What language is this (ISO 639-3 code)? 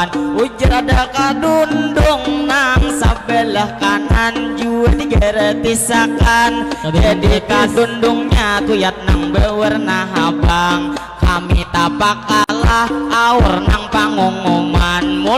bjn